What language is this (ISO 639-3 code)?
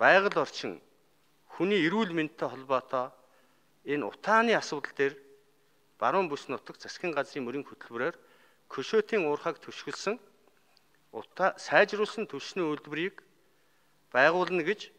mon